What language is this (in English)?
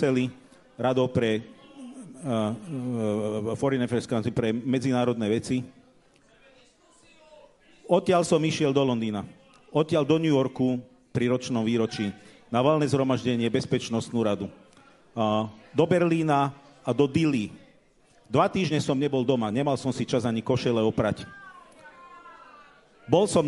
Slovak